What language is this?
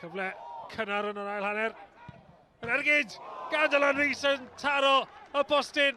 Welsh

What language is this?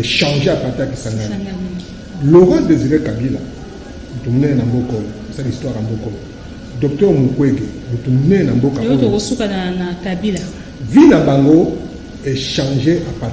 Lingala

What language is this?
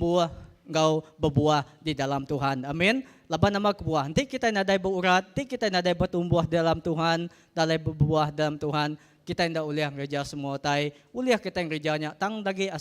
Iban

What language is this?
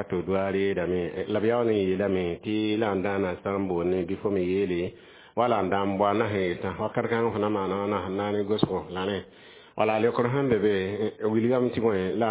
Mossi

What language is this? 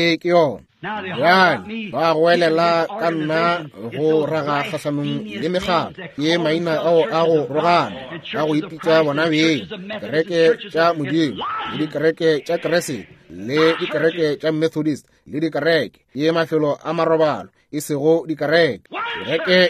Northern Sotho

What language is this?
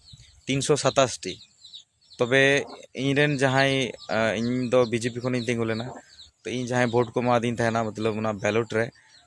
Santali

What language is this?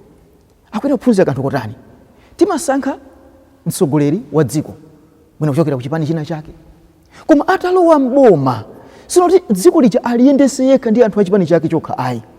Nyanja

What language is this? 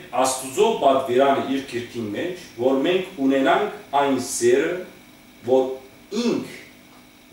Western Armenian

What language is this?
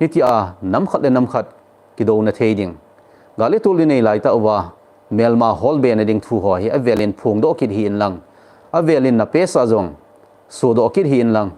Thado Chin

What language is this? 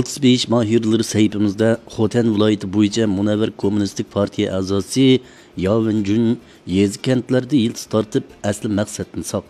Uyghur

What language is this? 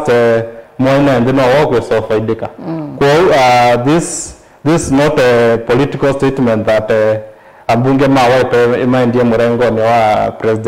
Kamba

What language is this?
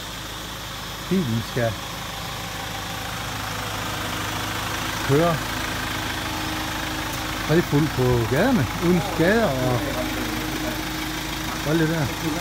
Danish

